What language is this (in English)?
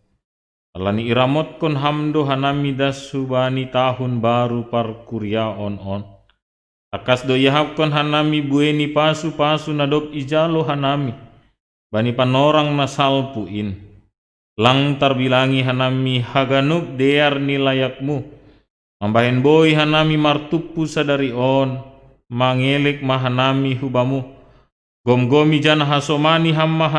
Batak Simalungun